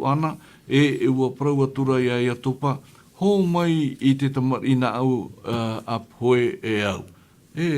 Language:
Tahitian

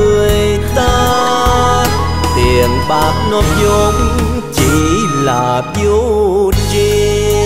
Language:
Vietnamese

